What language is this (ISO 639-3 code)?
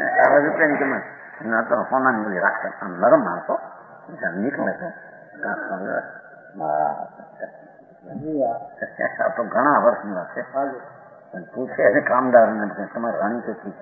guj